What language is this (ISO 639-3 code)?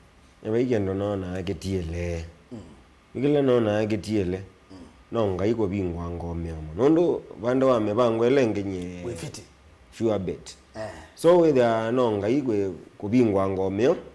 kam